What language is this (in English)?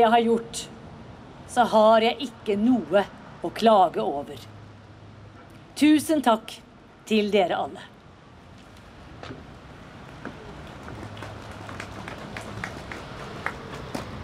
Norwegian